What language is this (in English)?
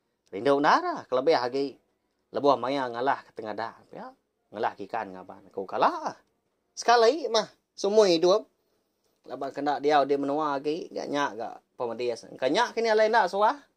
Iban